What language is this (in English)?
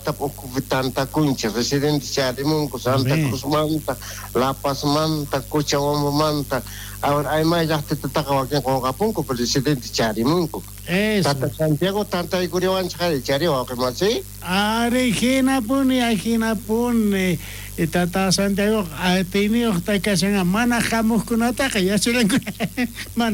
South Bolivian Quechua